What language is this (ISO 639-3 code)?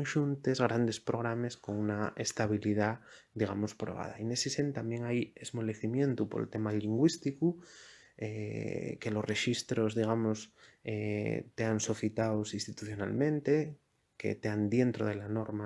ast